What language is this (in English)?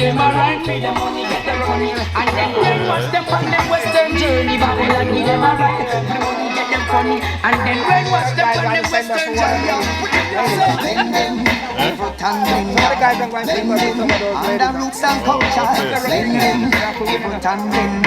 Jamaican Creole English